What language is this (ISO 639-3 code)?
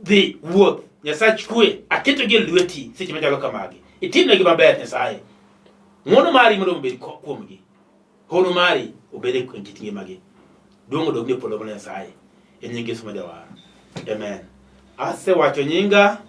luo